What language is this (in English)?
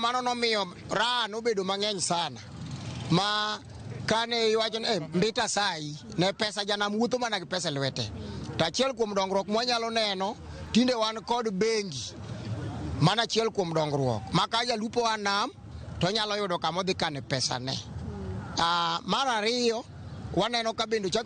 Luo (Kenya and Tanzania)